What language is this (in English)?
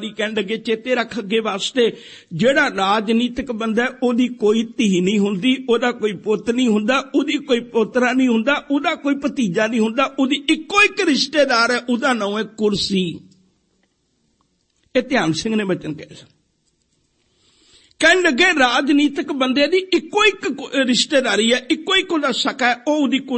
Punjabi